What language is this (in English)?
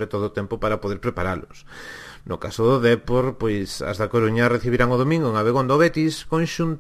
Galician